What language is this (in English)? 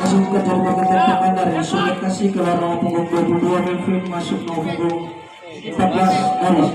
Ambonese Malay